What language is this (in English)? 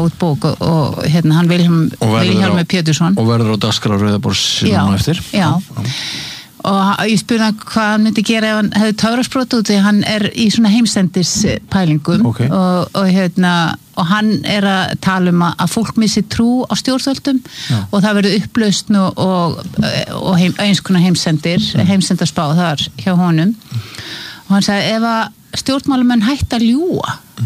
Icelandic